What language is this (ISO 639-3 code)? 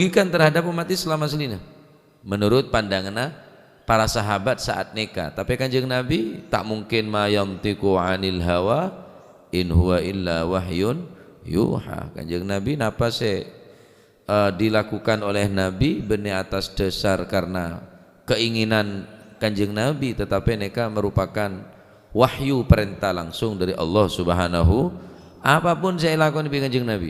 mad